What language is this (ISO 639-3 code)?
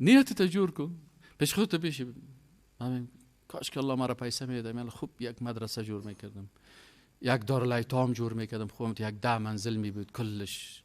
fas